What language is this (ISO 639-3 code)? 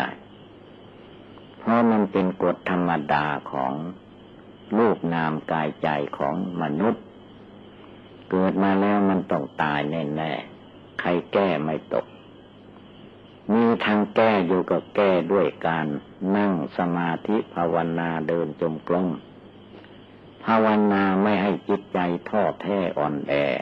tha